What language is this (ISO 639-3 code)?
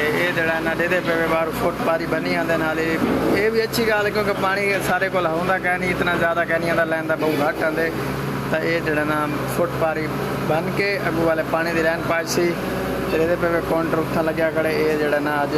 skr